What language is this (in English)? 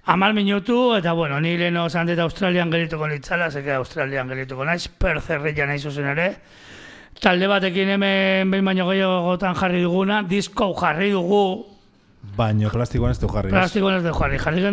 Basque